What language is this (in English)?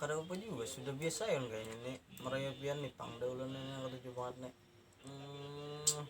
Banjar